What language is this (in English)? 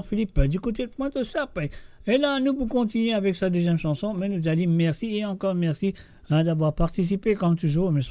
Morisyen